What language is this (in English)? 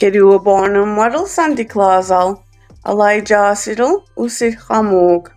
Mi'kmaw